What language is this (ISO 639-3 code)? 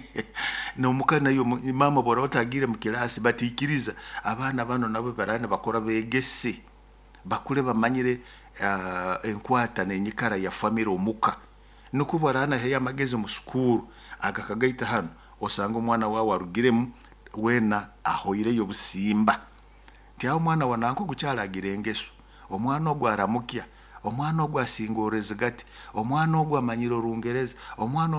nyo